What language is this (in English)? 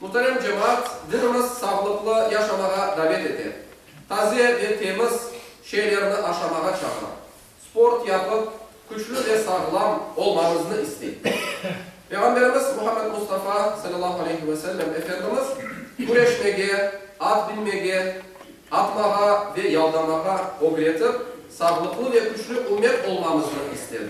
Crimean Tatar